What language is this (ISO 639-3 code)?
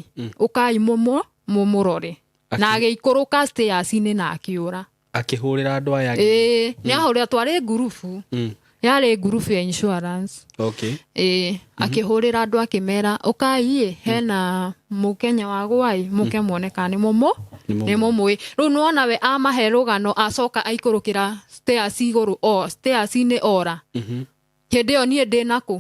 kik